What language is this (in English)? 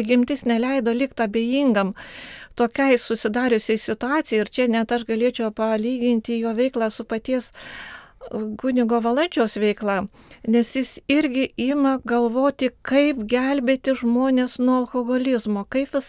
Lithuanian